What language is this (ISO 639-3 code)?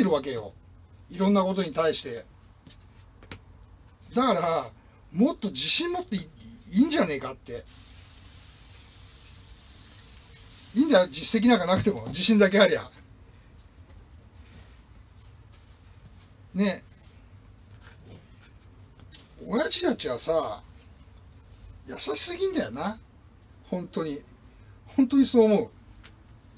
jpn